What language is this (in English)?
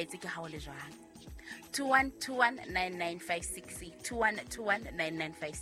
Southern Sotho